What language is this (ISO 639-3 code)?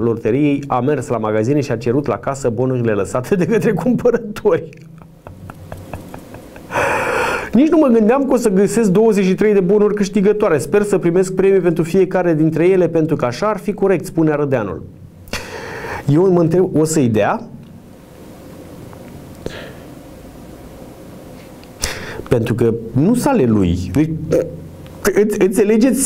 ron